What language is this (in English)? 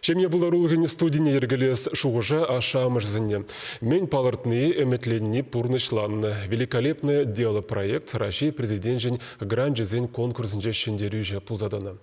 Chuvash